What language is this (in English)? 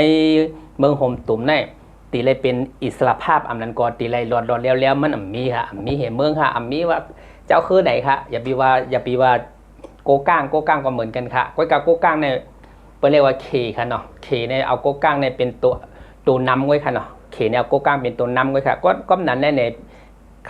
Shan